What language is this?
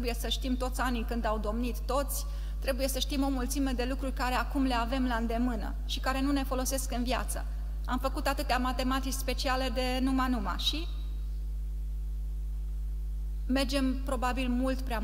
Romanian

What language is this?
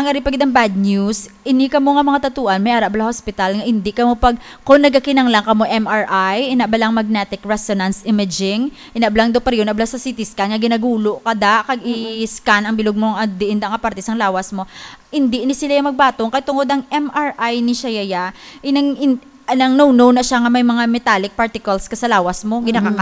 Hiligaynon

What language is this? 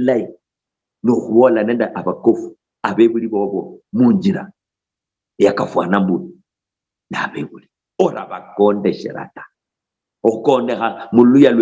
Luyia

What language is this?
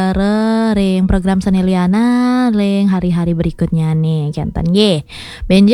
Balinese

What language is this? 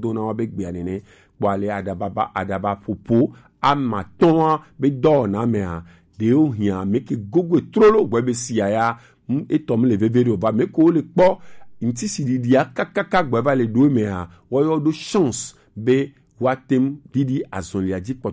Gen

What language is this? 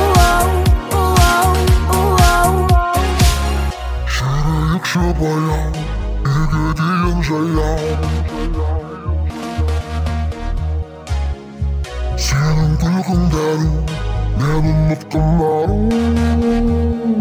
Kazakh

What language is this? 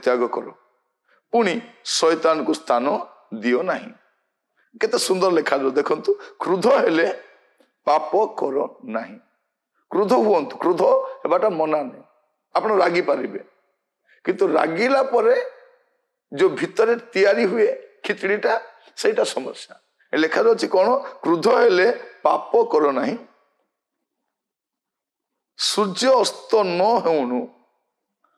Odia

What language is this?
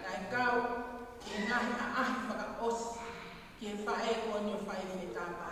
Tongan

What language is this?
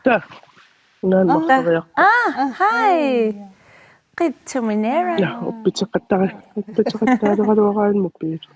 Kalaallisut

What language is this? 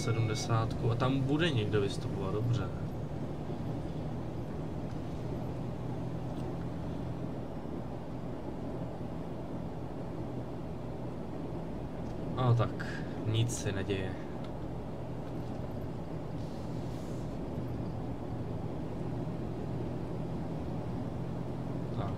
Czech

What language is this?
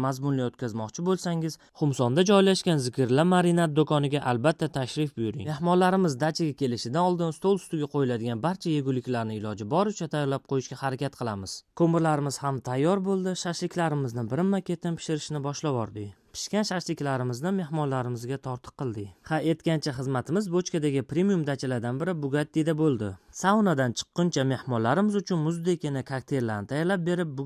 Uzbek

